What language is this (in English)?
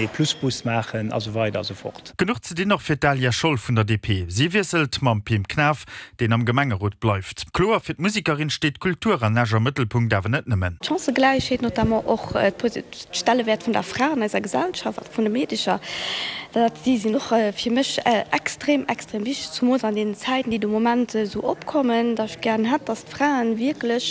Luxembourgish